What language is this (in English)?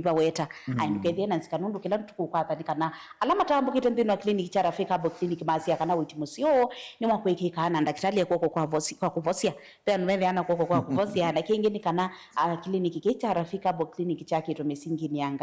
Kamba